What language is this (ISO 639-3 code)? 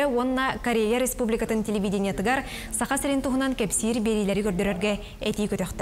sah